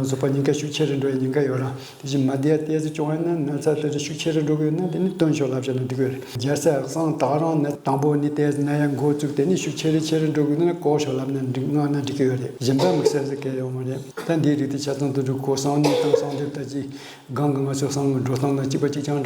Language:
Tibetan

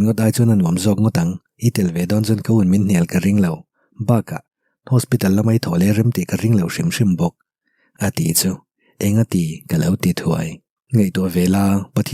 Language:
Mizo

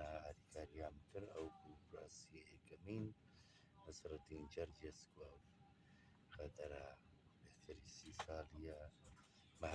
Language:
Kurdish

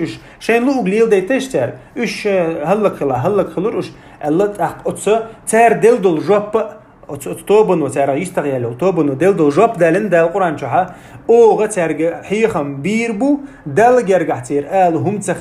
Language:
Chechen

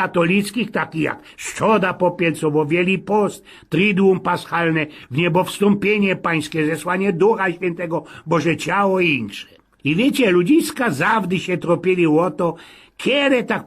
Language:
Silesian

